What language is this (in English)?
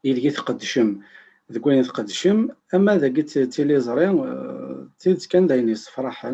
Kabyle